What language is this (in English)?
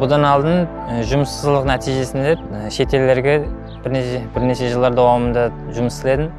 Kara-Kalpak